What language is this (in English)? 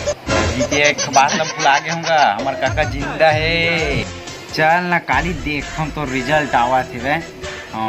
Chhattisgarhi